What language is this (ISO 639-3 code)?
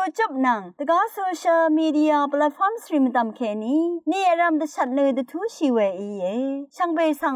raw